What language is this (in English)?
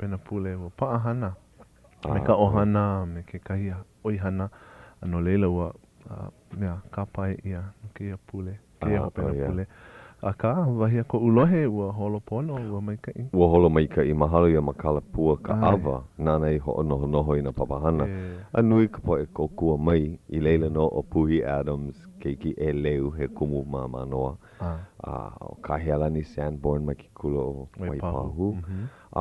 Hawaiian